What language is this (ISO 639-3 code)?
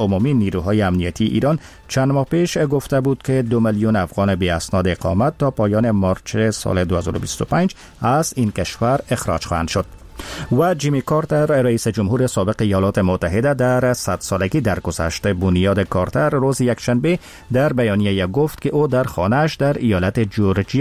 fas